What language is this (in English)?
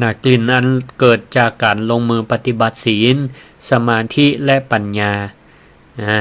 Northern Thai